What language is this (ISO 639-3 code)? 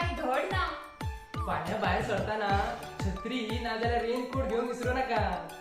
kok